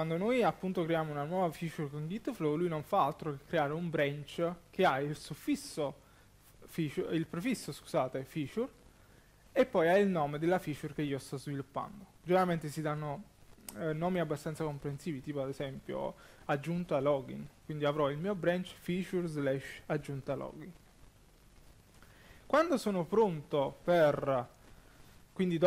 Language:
Italian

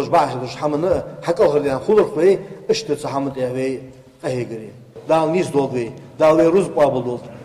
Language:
Ingush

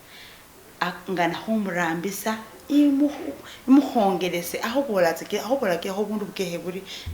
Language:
Masaaba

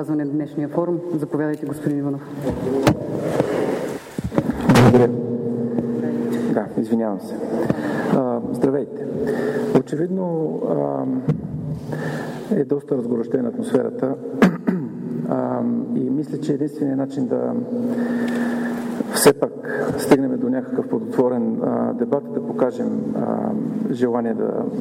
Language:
Bulgarian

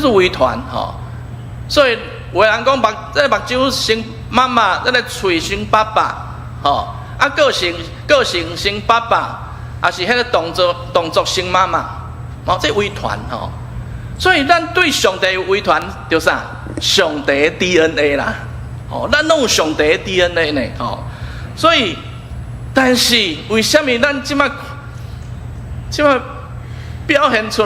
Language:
Min Nan Chinese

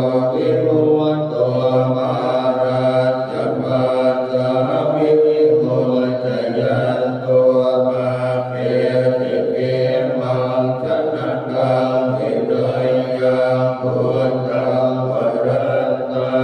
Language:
Pali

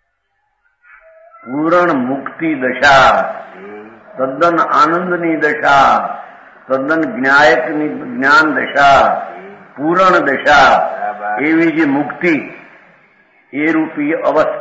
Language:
Gujarati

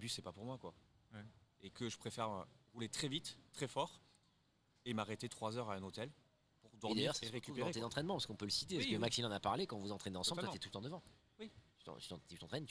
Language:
French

